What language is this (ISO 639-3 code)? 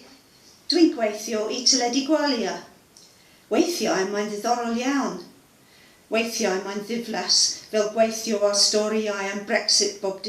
cym